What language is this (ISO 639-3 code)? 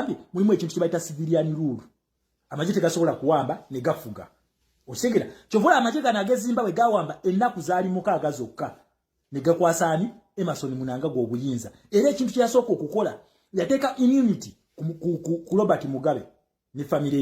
lug